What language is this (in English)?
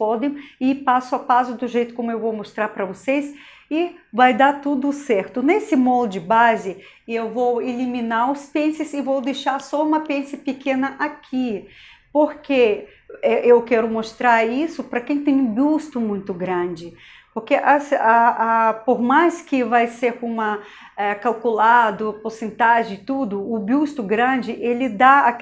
Portuguese